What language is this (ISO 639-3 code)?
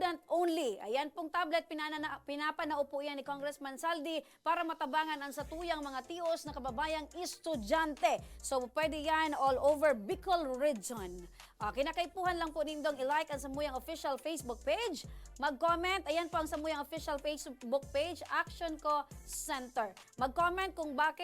bik